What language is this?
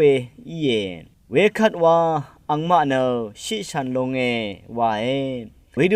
Rawang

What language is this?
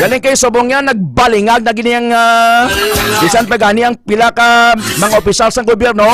Hiligaynon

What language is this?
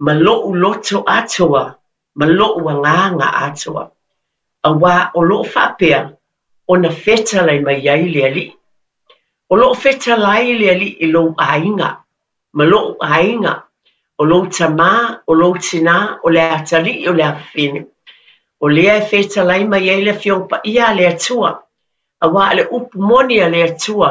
Samoan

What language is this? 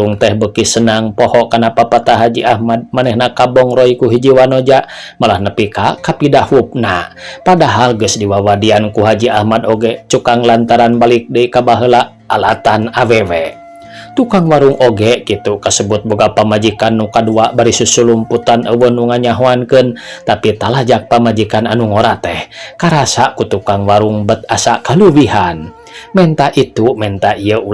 Sundanese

